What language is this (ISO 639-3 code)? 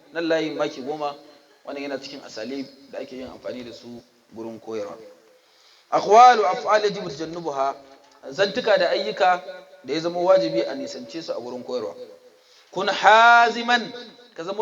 hau